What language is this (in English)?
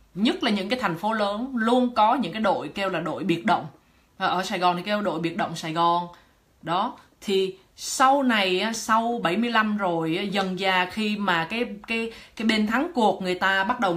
Vietnamese